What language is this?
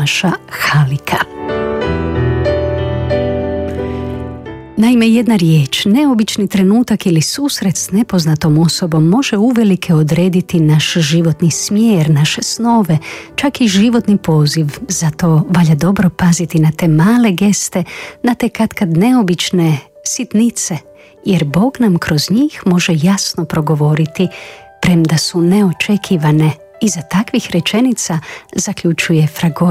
Croatian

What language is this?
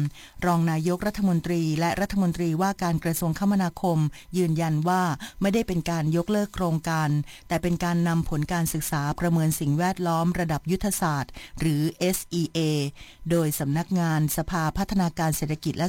Thai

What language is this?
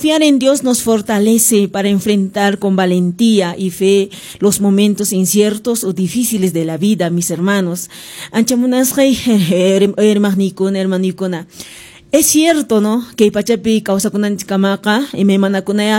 Quechua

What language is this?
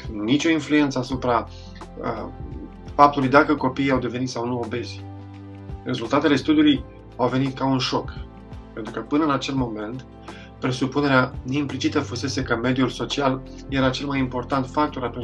Romanian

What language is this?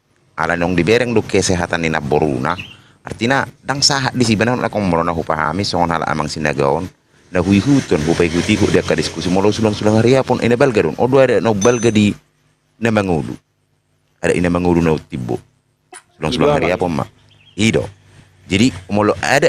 Batak Toba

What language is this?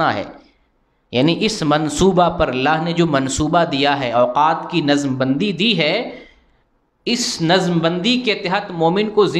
Urdu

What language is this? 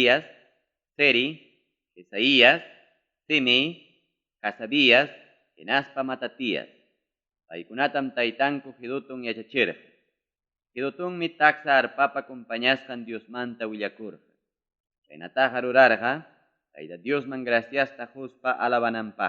Ayacucho Quechua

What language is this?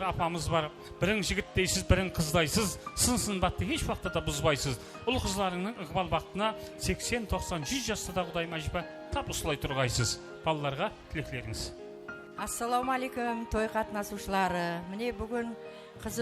Kara-Kalpak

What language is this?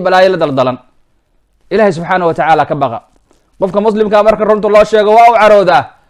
Somali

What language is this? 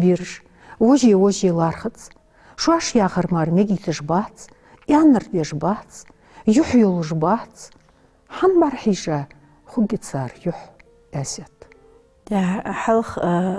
Ingush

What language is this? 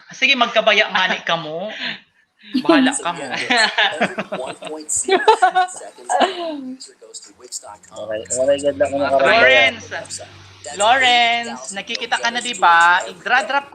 Waray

